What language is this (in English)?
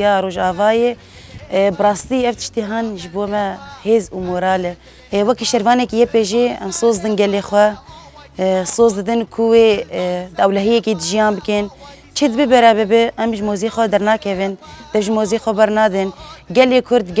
Kurdish